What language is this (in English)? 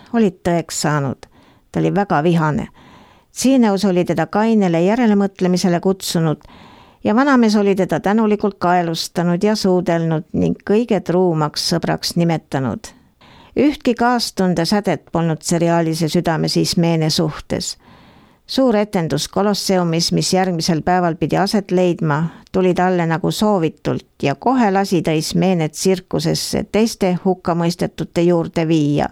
Estonian